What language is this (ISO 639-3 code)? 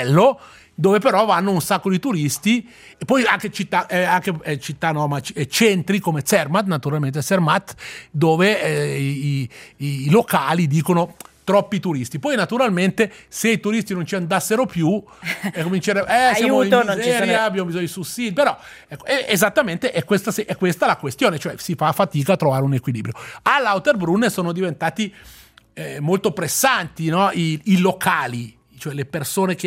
ita